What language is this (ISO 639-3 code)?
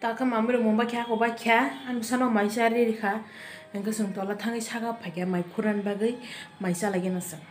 trp